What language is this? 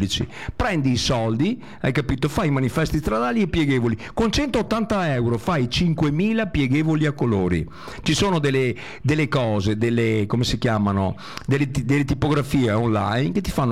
Italian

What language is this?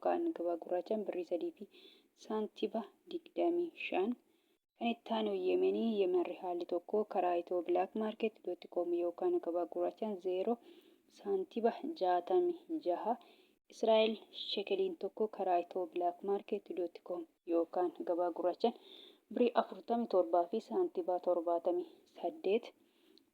Oromo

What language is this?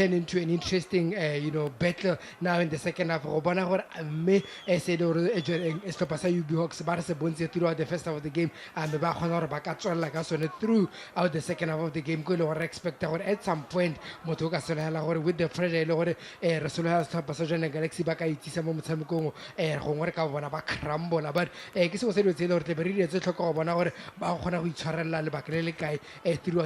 Tswana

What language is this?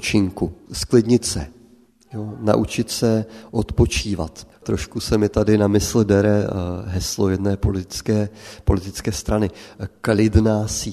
Czech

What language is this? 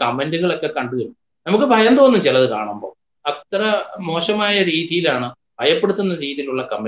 Malayalam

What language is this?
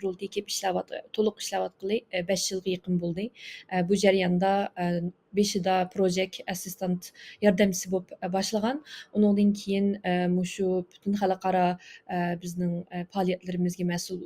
Uyghur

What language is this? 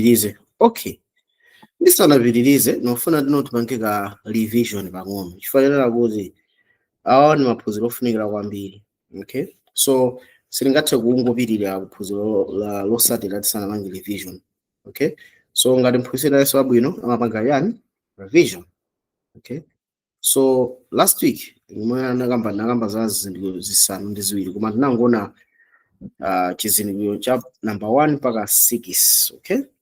Nyanja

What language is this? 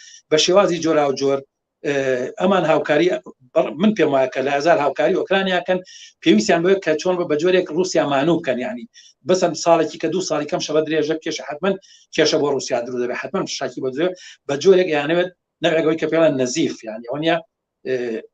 Central Kurdish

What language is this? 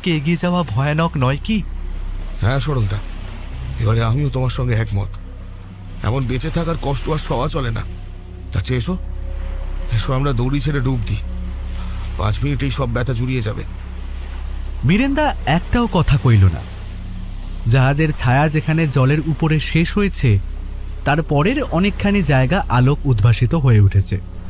Bangla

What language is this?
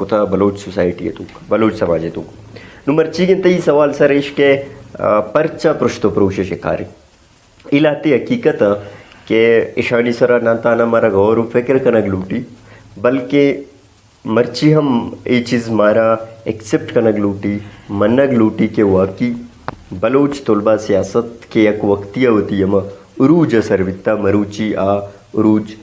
Brahui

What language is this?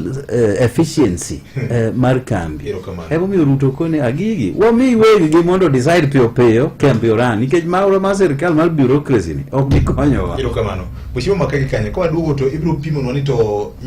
Luo (Kenya and Tanzania)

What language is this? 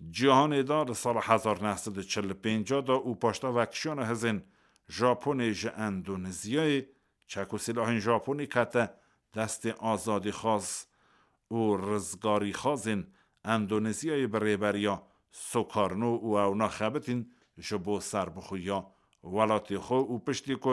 Kurdish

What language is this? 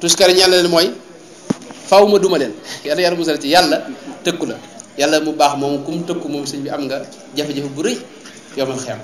Wolof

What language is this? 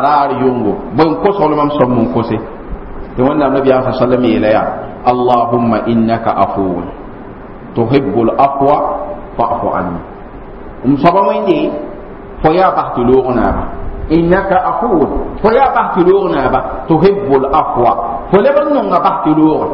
Mossi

